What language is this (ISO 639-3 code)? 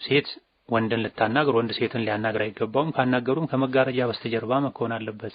amh